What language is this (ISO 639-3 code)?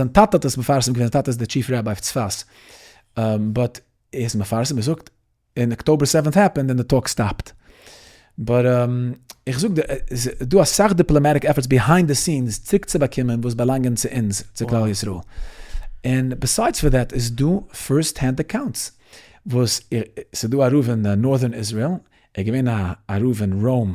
yid